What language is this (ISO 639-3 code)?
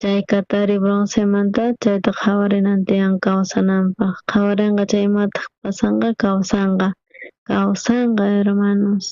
quh